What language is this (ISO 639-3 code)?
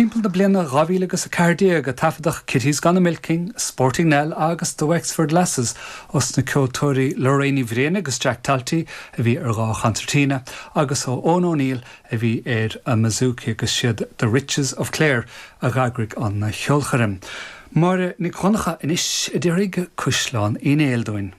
gle